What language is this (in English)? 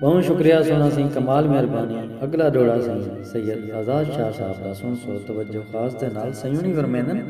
Saraiki